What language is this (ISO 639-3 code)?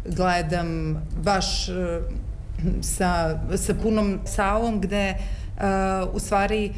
srp